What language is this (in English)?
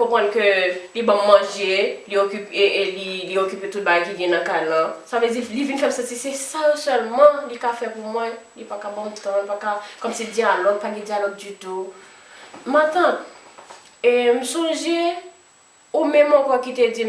Haitian Creole